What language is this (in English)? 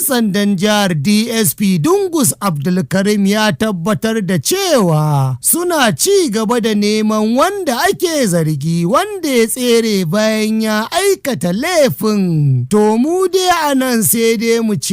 Hausa